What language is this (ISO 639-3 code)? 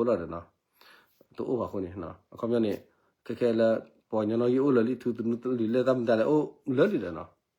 ksw